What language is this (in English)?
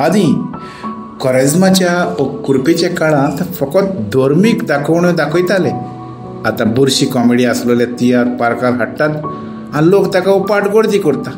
Konkani